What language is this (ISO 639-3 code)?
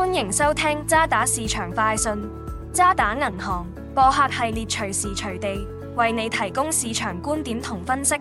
yue